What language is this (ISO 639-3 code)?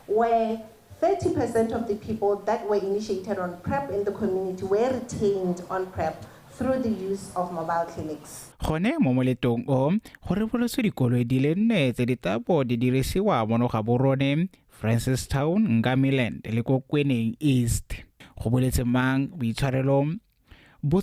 tsn